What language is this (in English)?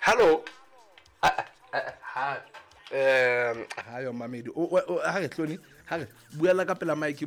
Southern Sotho